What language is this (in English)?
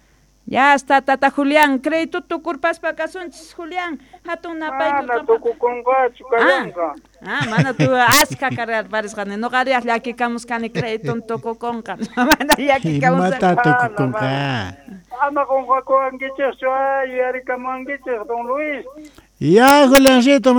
Quechua